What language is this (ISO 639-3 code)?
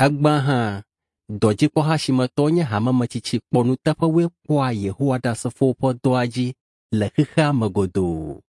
ewe